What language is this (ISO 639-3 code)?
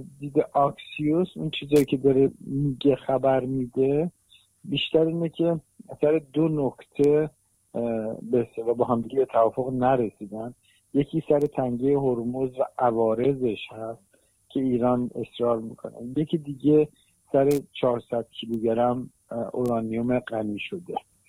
fas